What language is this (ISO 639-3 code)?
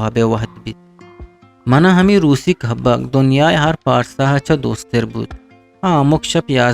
bgp